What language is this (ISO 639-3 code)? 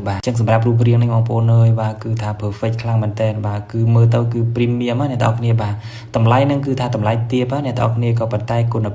khm